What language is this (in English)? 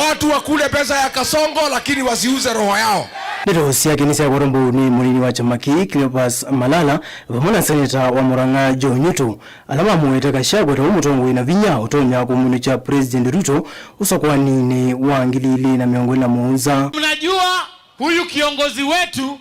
Kamba